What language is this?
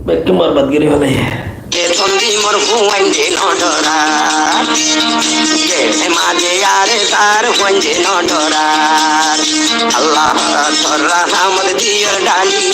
Rohingya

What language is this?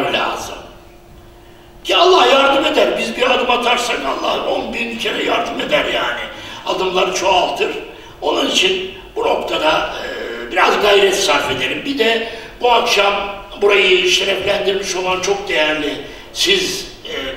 Turkish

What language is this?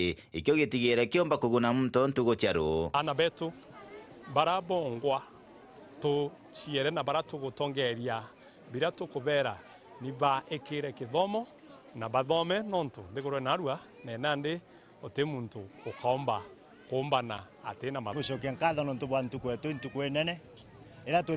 Meru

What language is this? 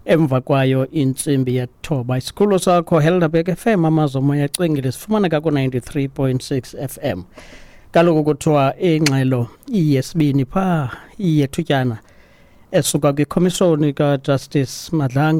Xhosa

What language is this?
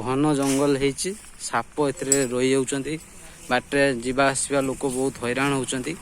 Odia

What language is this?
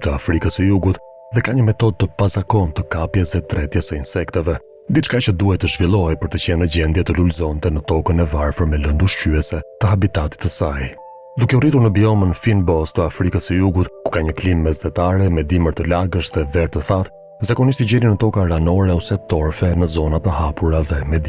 Albanian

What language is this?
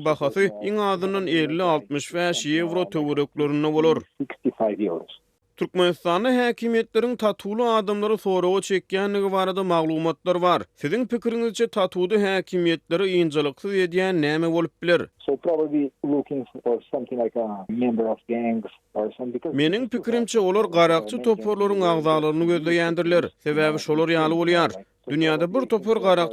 Turkmen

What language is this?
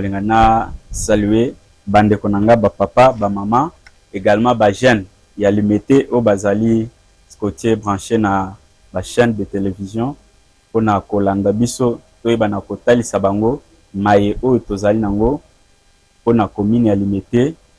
Lingala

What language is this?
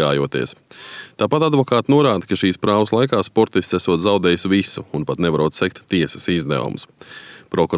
Latvian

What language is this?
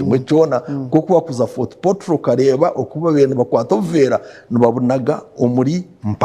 Nyankole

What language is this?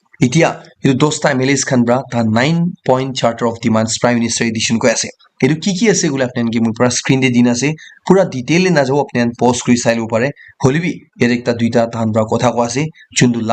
Naga Pidgin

